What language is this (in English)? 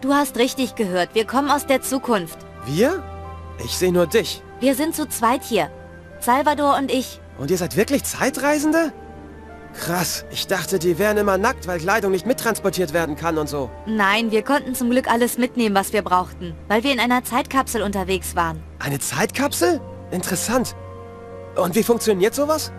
Bavarian